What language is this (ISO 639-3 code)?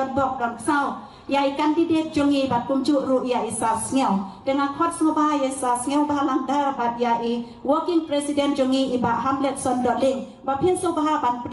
kha